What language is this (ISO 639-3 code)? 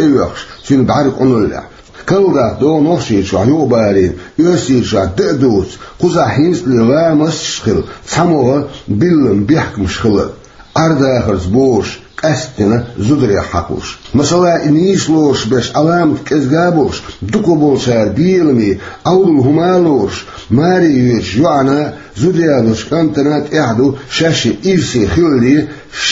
che